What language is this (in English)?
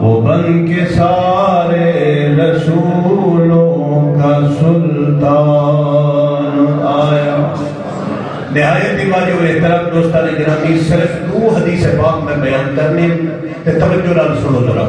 Saraiki